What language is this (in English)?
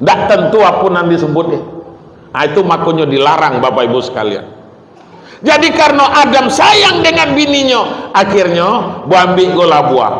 Minangkabau